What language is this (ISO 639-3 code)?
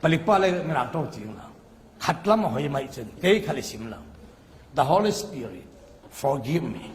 cfm